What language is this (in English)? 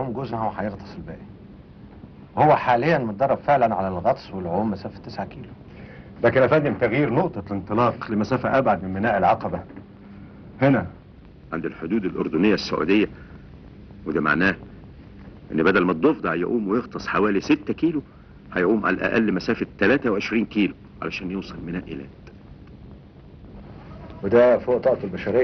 Egyptian Arabic